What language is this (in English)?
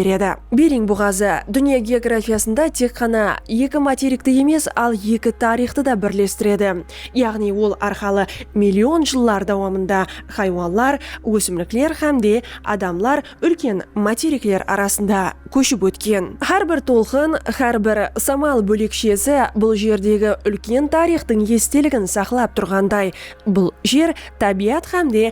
Kara-Kalpak